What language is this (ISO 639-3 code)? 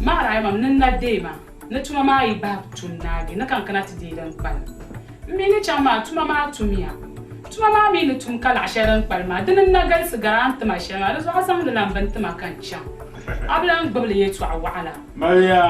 dag